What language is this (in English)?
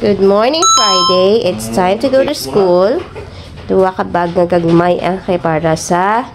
Hiligaynon